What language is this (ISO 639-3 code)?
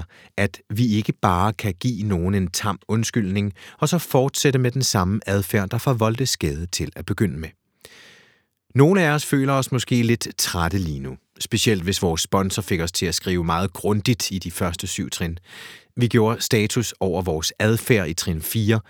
dan